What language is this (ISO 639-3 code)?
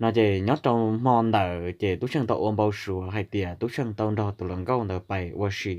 hmn